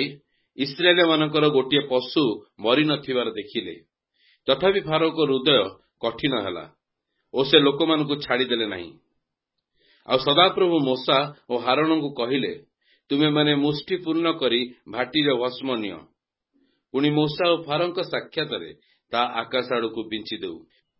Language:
Odia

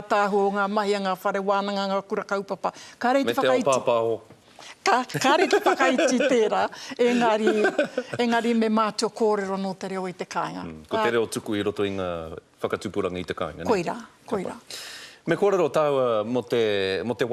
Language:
Māori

